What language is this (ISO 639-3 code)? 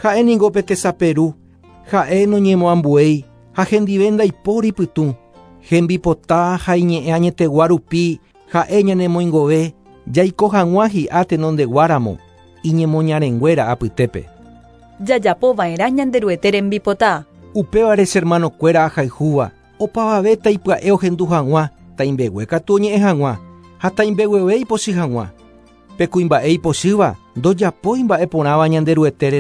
grn